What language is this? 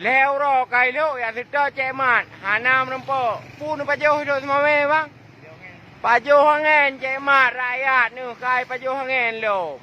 Achinese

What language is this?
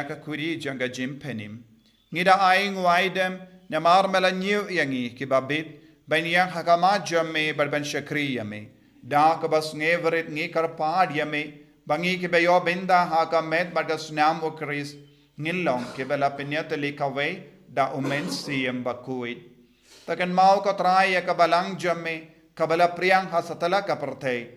Khasi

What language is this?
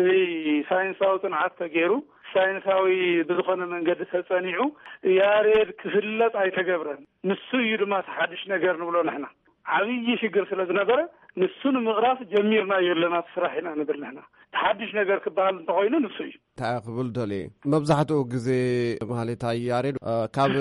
Tigrinya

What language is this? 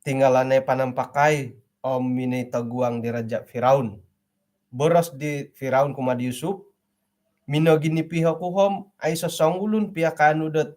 Central Dusun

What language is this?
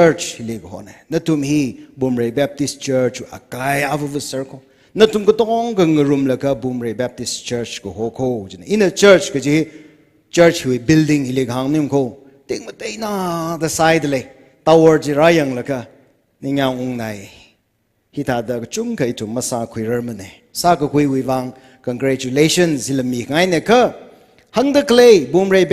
Tangkhul Naga (India)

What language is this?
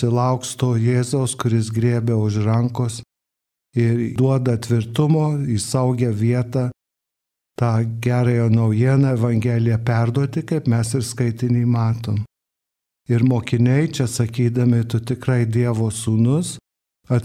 Lithuanian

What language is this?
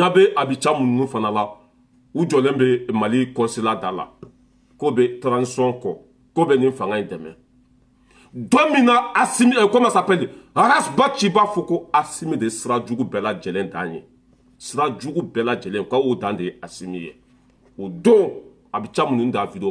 Bambara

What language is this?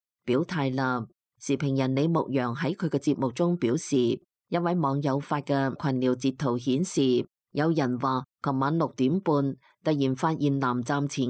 Cantonese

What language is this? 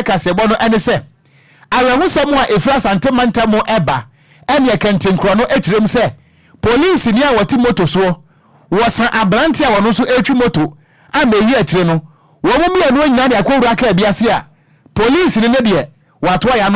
Akan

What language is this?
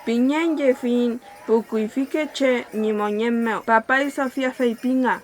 Mapuche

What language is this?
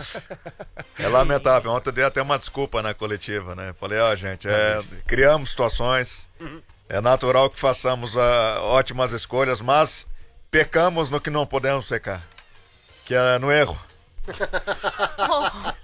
Portuguese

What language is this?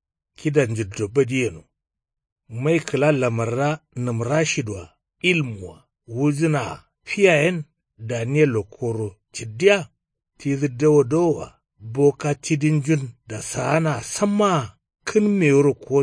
Kanuri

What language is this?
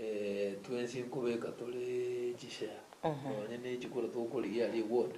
Gusii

